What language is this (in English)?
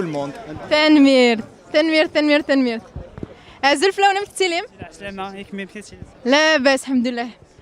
Kabyle